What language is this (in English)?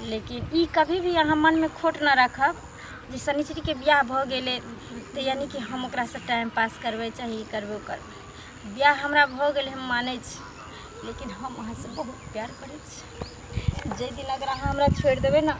Maithili